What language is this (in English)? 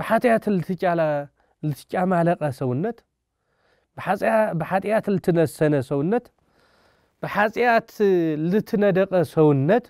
Tigrinya